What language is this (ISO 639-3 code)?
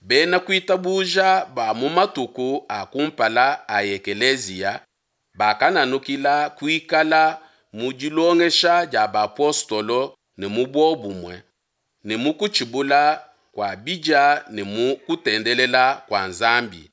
lua